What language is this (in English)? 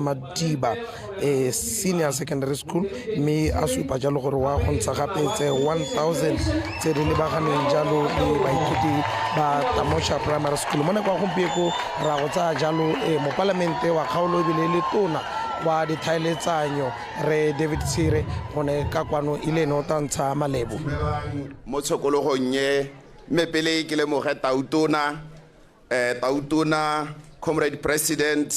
Tswana